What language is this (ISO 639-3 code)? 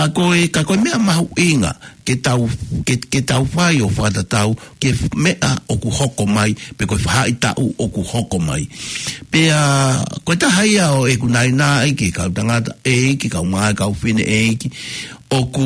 ton